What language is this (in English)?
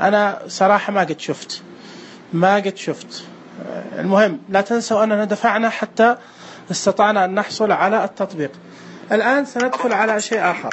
Najdi Arabic